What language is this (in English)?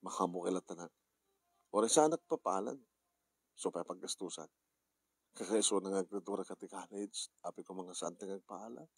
Iloko